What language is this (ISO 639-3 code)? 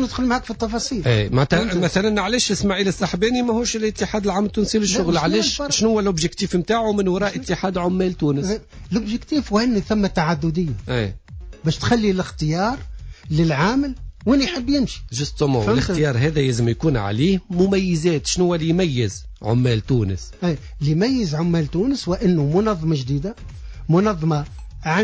aeb